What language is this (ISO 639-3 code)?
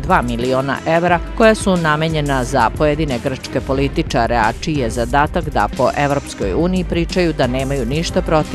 srp